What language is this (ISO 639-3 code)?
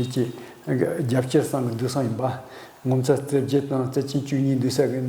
bod